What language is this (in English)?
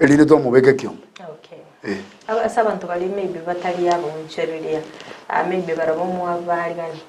Gusii